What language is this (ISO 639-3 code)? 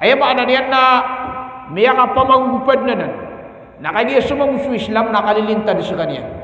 mrw